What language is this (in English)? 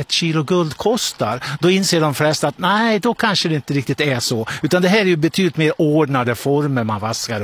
Swedish